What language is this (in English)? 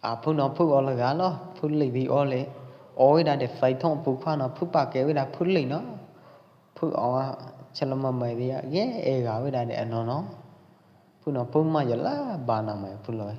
Pwo Eastern Karen